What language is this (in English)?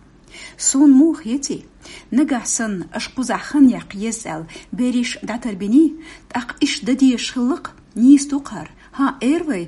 Chechen